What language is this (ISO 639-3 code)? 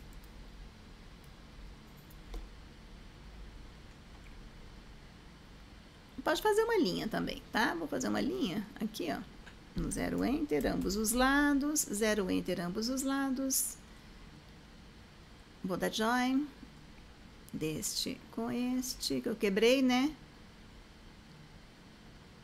por